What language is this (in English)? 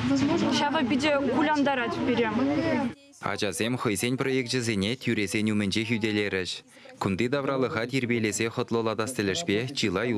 Chuvash